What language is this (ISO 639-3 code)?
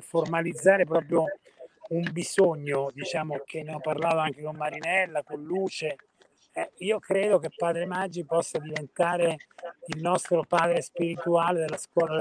ita